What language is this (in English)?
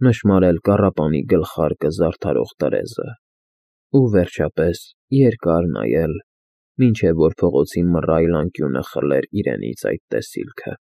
Armenian